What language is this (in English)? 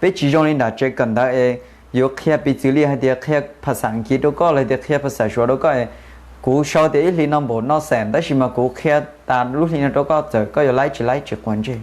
Hmong